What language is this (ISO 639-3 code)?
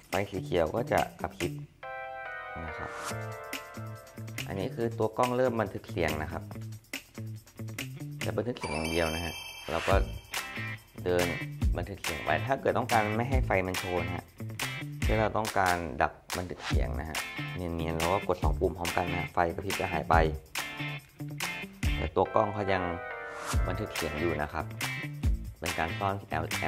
tha